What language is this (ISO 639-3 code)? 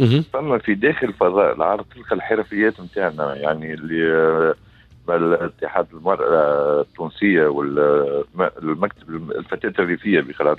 aeb